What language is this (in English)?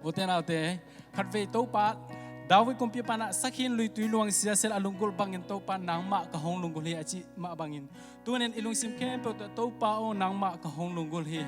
Tedim Chin